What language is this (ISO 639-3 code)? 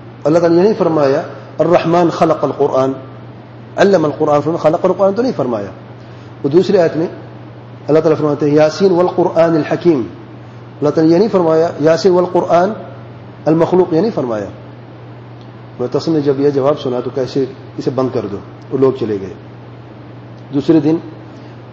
urd